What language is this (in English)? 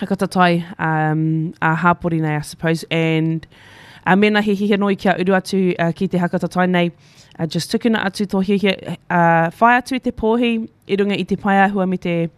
Māori